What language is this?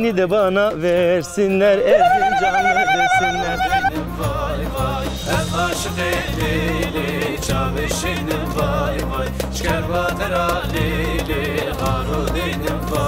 Zaza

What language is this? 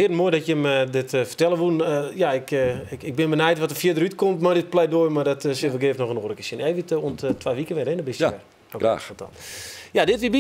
Western Frisian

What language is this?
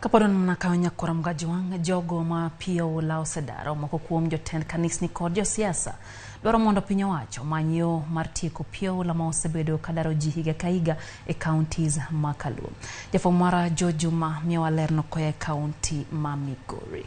Luo (Kenya and Tanzania)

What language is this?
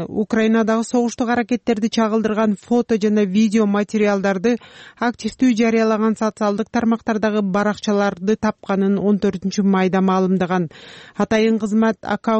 Kyrgyz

